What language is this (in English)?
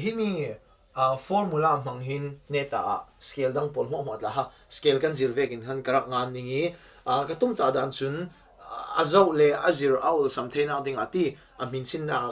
Falam Chin